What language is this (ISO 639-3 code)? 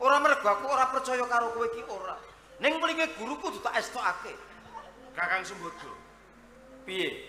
jav